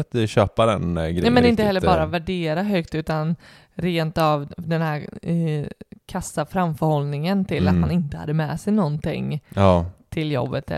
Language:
Swedish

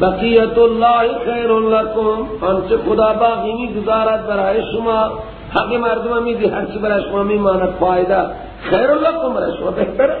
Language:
Persian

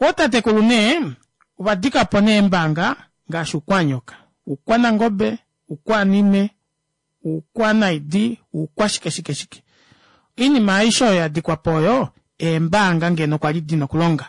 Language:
Kuanyama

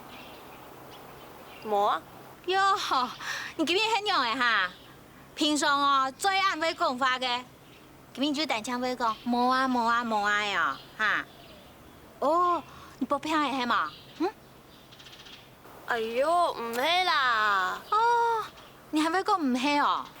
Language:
Hakka Chinese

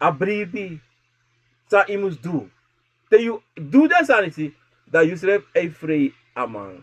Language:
Sranan Tongo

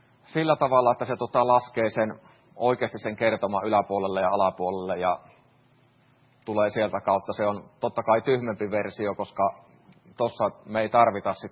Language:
Finnish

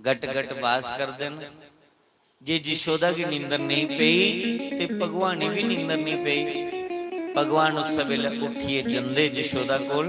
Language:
Dogri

